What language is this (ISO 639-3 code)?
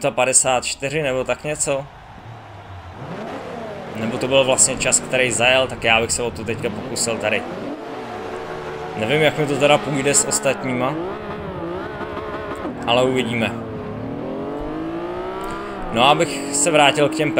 ces